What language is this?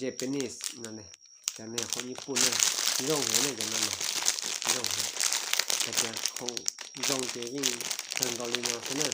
Hmong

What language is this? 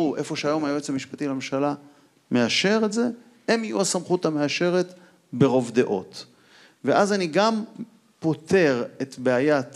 Hebrew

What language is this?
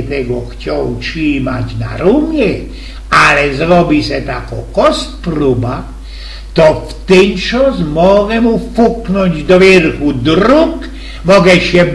Silesian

